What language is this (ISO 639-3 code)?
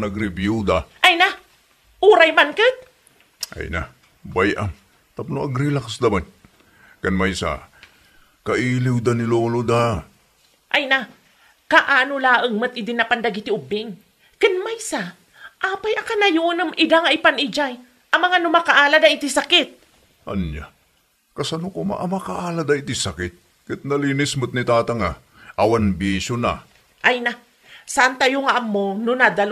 ilo